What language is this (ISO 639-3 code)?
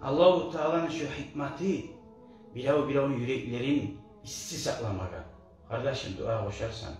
kum